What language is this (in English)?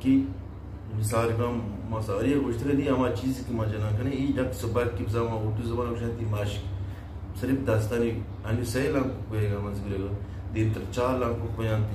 Eastern Balochi